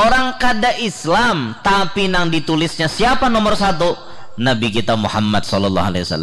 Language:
Banjar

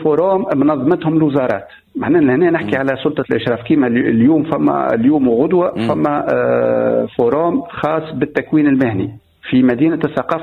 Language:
Tunisian Arabic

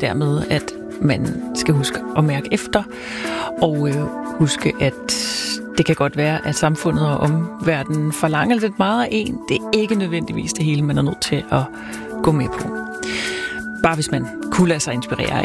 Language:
Danish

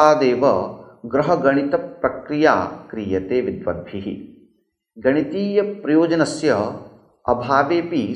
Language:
Sanskrit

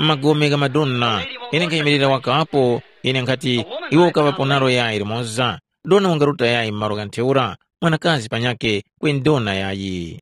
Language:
Tumbuka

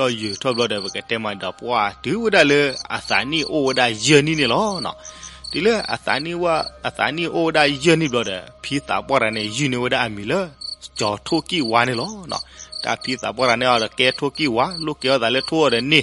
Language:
S'gaw Karen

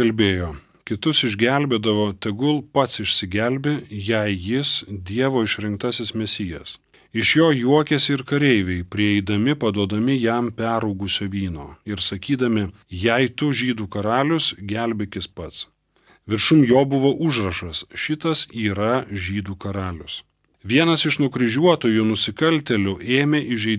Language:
Lithuanian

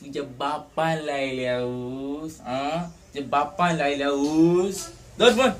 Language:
Konkani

